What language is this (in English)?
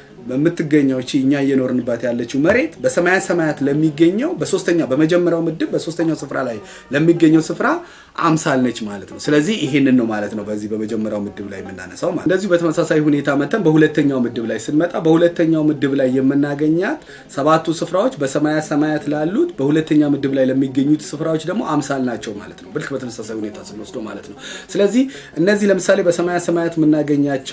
Amharic